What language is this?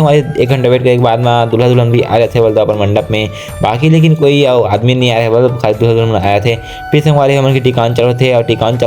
Chhattisgarhi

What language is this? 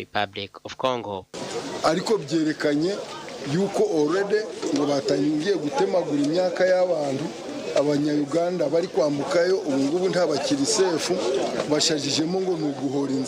Nyankole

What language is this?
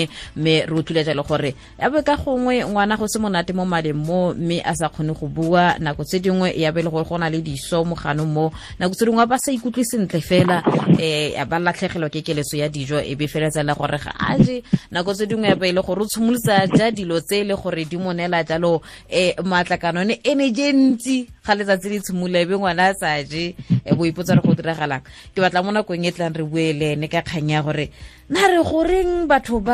Tswana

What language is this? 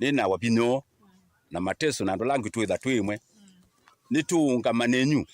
Kamba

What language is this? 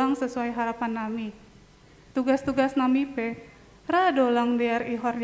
Batak Simalungun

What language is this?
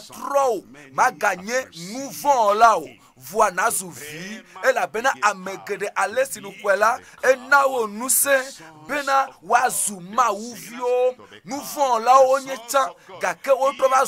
Ewe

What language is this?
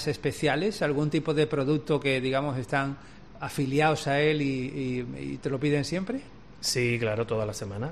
Spanish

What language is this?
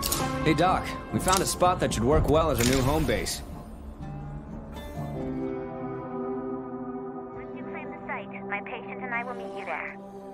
English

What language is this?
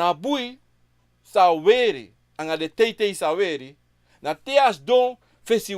Sranan Tongo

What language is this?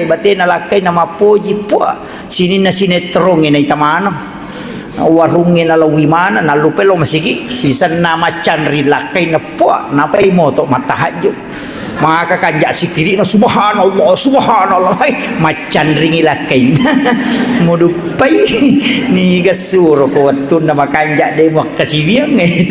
Buginese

